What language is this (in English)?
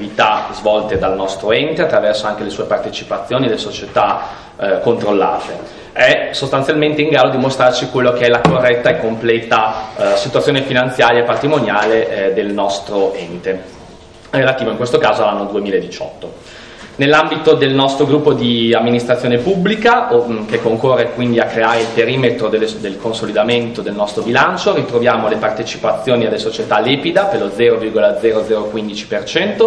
Italian